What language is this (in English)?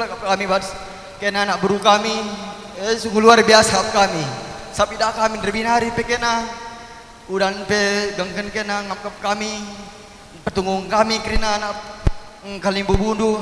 Batak Karo